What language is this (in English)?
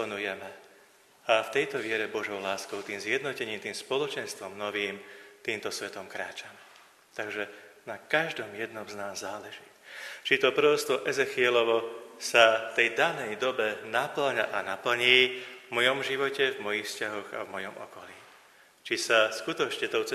Slovak